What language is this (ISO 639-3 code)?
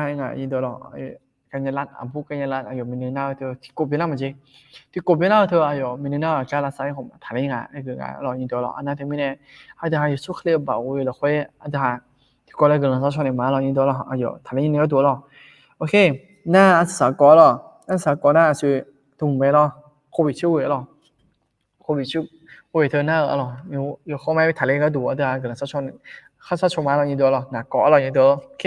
ahk